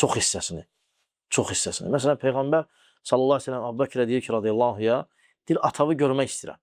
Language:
Azerbaijani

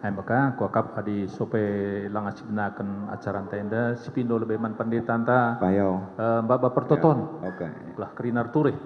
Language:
Batak Karo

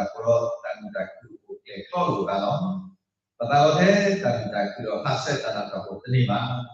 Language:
S'gaw Karen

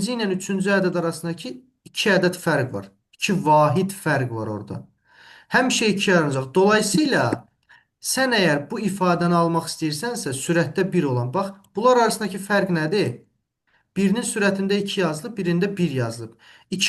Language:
Azerbaijani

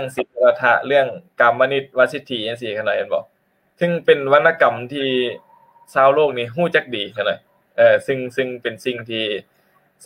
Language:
Lao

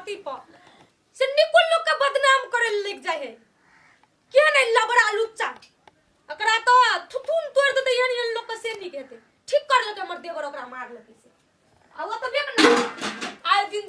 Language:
Maithili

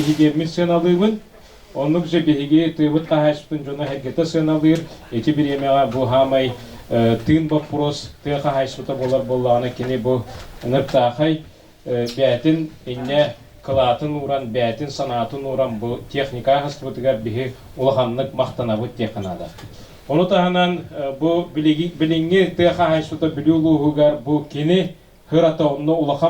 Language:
Yakut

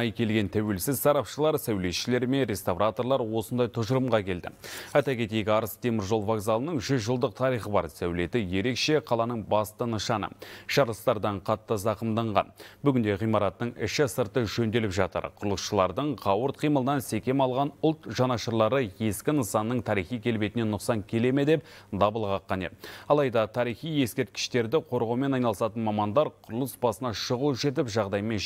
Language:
Kazakh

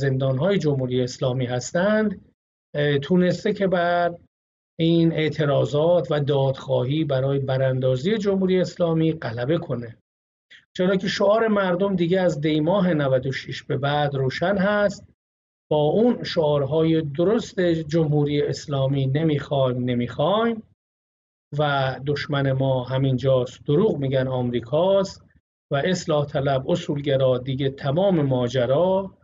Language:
Persian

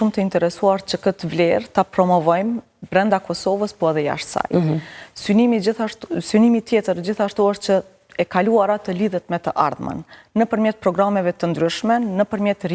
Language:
Albanian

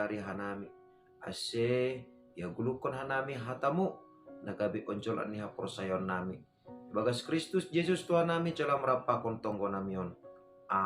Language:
Batak Simalungun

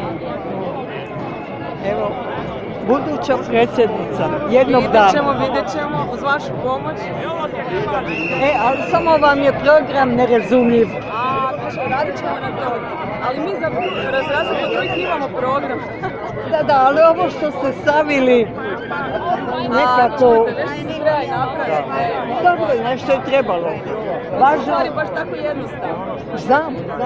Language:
Croatian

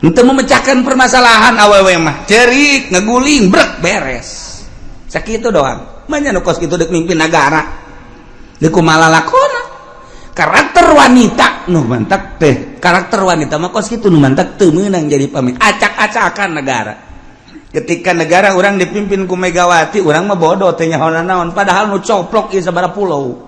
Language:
Sundanese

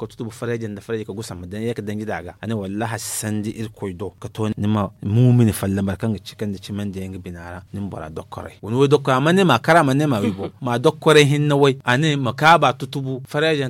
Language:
Zarma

